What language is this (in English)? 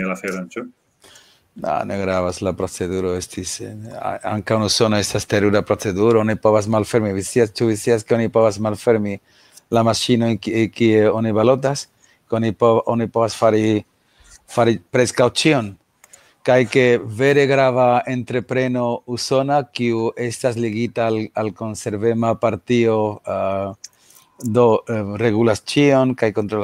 Esperanto